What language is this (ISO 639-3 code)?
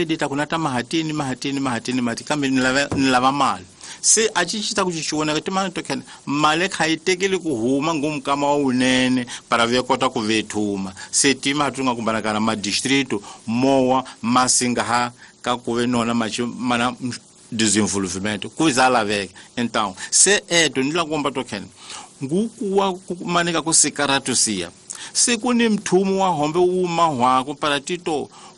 tso